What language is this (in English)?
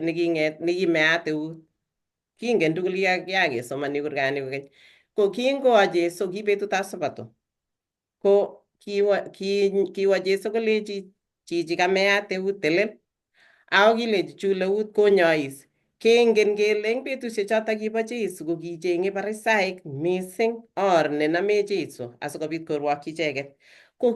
Kalenjin